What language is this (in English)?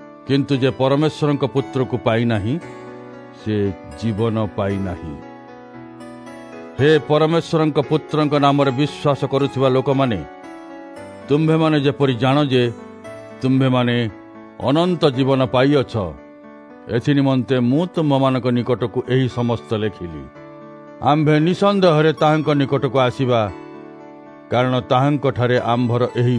Odia